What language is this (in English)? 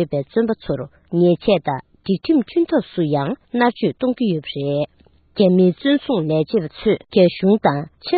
Tibetan